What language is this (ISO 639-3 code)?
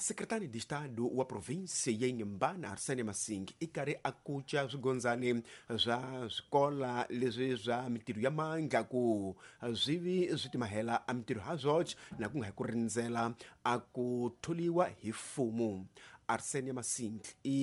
tso